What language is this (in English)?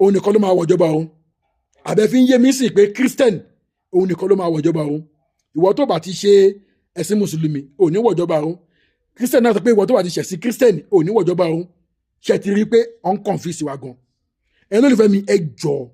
Yoruba